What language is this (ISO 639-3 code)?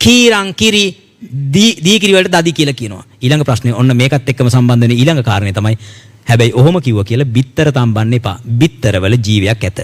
sin